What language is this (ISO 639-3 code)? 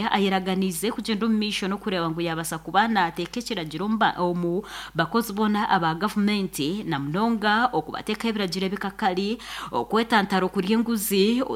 nyn